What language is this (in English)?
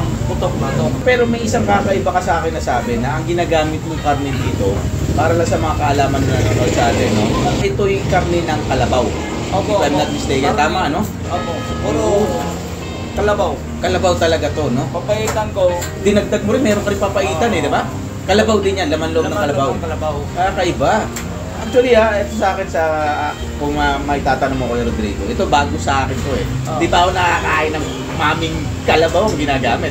Filipino